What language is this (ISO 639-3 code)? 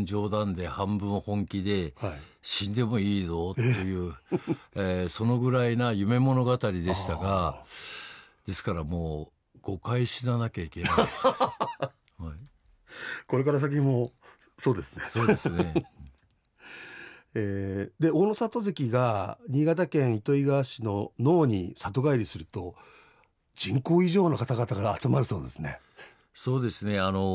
jpn